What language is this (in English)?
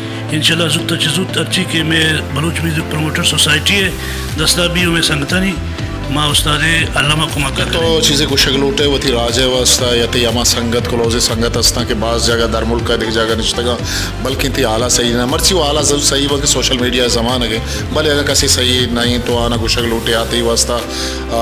Baluchi